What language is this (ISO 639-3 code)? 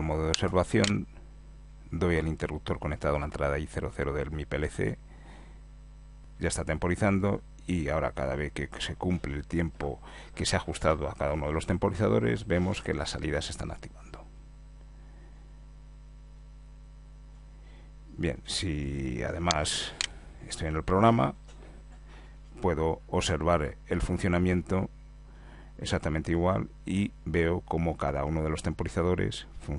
spa